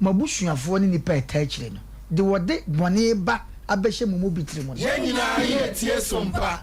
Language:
Akan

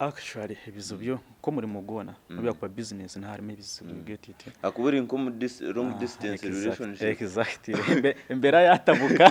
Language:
Nyankole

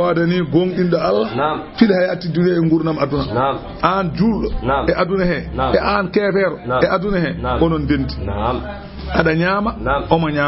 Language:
Fula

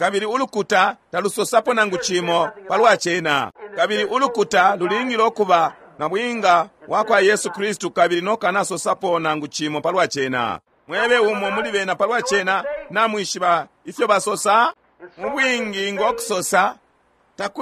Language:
Bemba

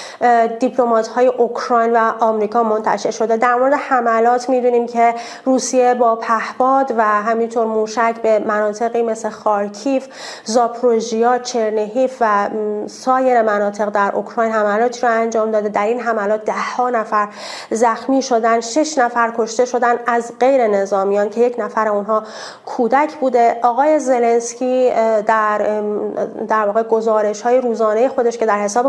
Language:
Persian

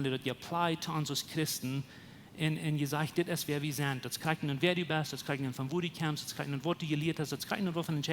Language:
Plautdietsch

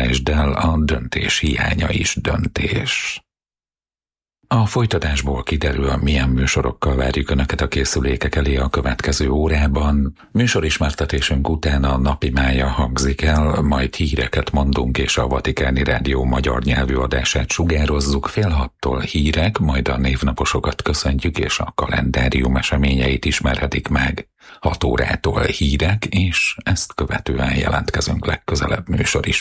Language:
Hungarian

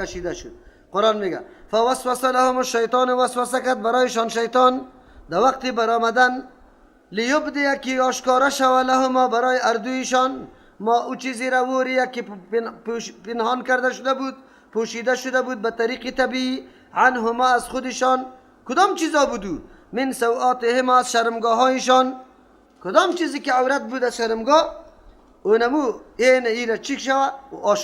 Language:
Persian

